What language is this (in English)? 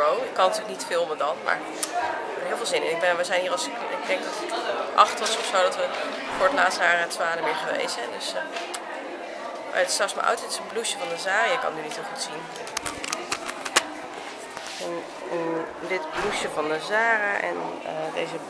Dutch